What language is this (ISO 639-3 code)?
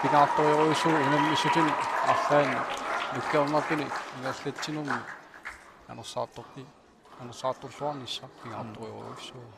kal